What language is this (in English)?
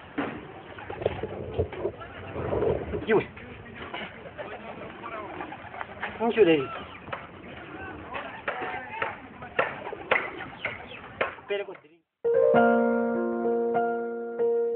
Bemba